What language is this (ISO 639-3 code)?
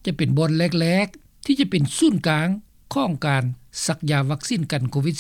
lao